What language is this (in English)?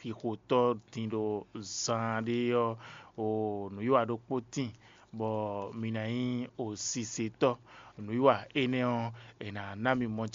Fon